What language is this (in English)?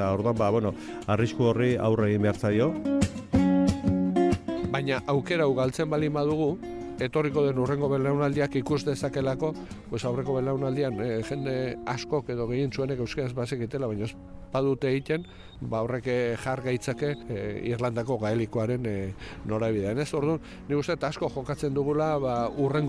Basque